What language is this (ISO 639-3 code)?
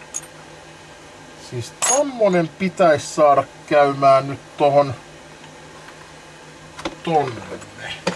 fin